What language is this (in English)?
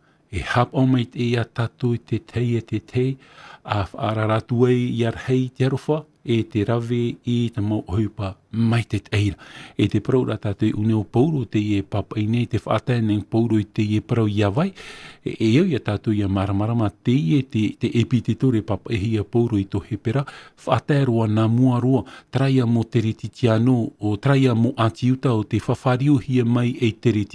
Tahitian